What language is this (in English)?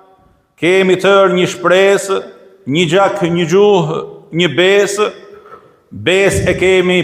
Albanian